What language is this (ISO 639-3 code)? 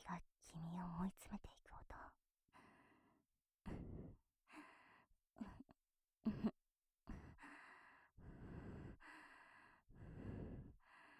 jpn